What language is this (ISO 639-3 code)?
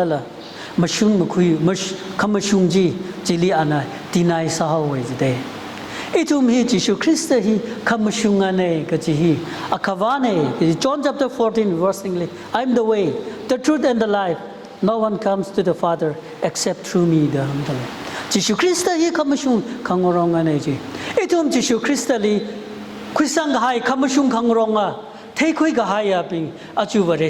nmf